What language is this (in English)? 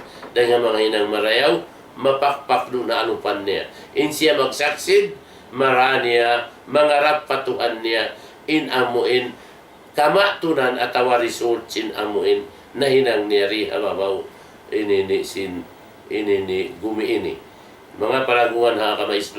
Tausug